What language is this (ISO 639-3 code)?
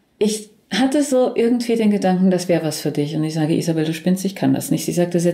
deu